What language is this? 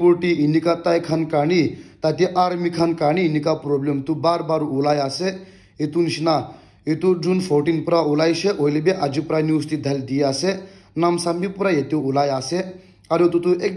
Naga Pidgin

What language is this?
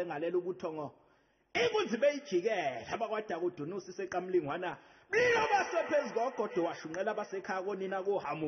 Zulu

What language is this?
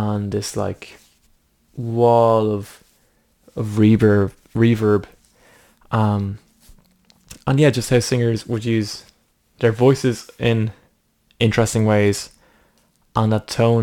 English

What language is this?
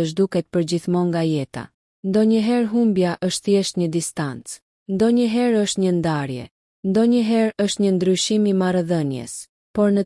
Albanian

